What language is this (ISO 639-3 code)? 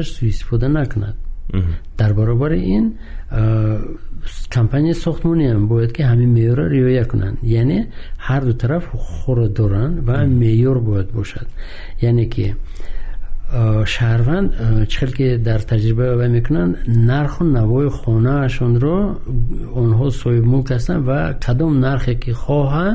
tgk